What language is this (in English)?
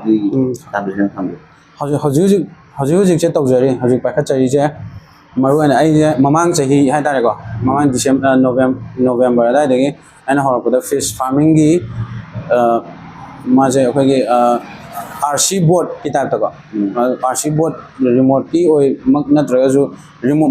Manipuri